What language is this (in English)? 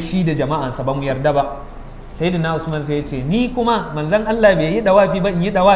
Hausa